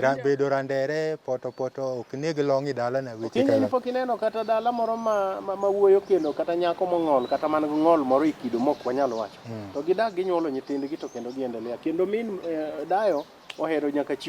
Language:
Luo (Kenya and Tanzania)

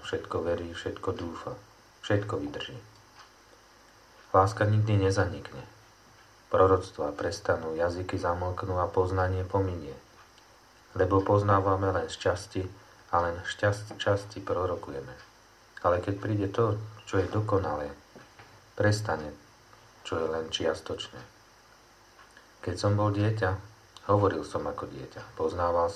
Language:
Slovak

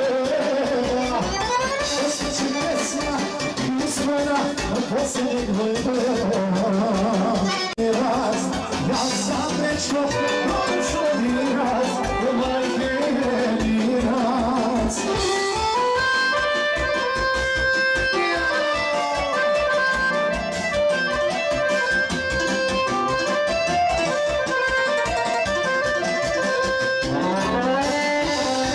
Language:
Serbian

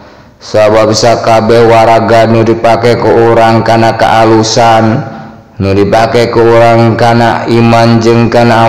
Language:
Sundanese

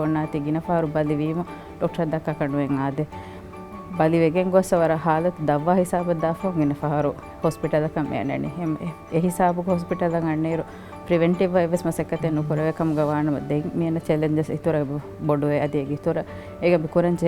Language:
Divehi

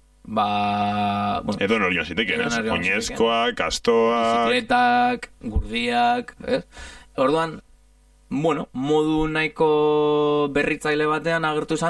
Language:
Basque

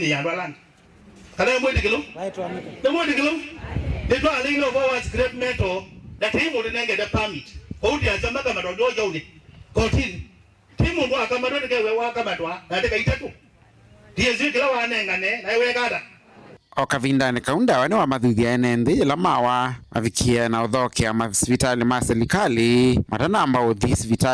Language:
Kamba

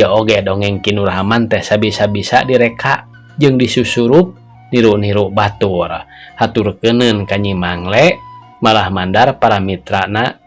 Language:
Sundanese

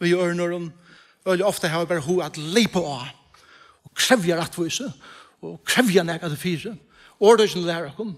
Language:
Faroese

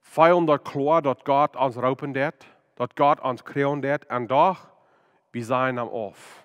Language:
Plautdietsch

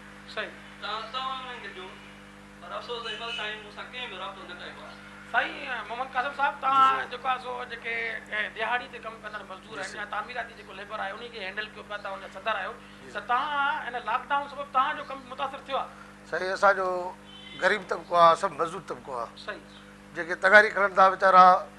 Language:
Sindhi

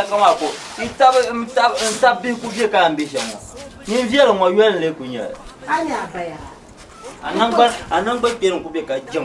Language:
Dagbani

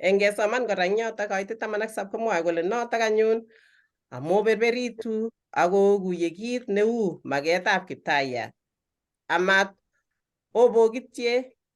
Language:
Kalenjin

